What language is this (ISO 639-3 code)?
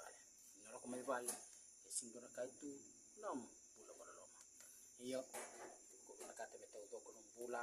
fij